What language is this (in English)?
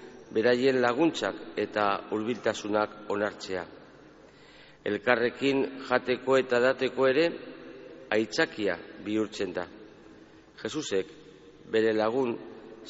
Basque